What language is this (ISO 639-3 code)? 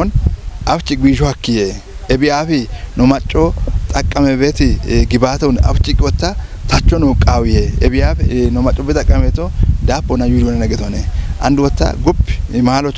kbr